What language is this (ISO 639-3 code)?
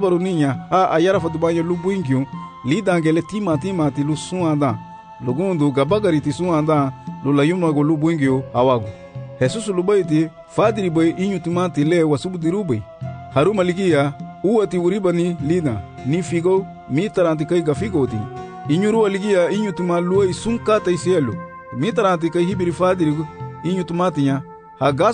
cab